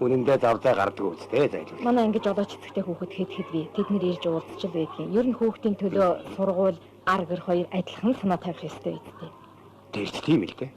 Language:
Mongolian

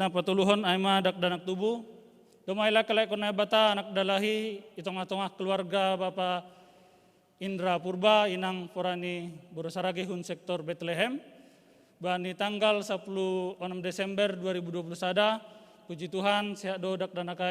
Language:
Batak Simalungun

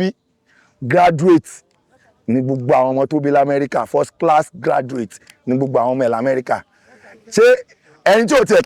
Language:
Yoruba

